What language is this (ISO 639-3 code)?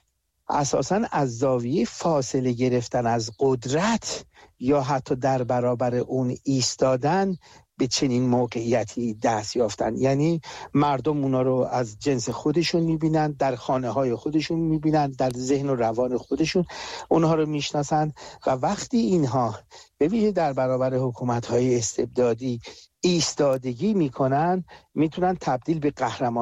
fas